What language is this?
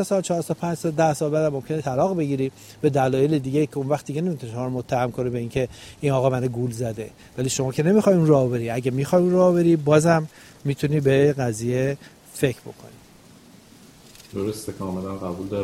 Persian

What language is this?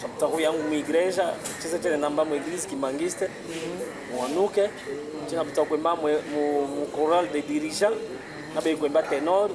Chokwe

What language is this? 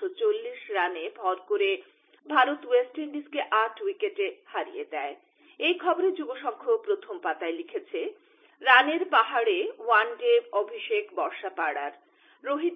Bangla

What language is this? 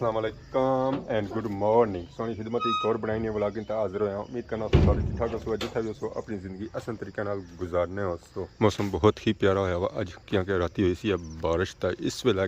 Pahari-Potwari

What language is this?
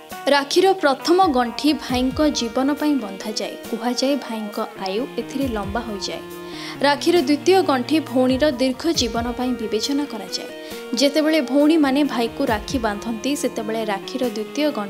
Odia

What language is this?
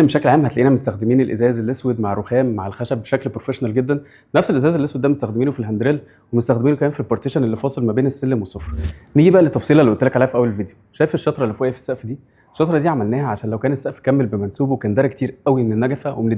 Egyptian Arabic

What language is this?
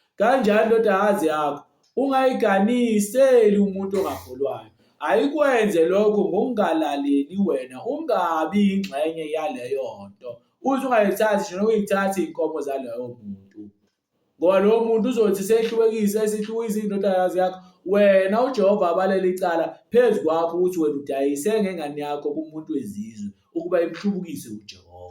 Zulu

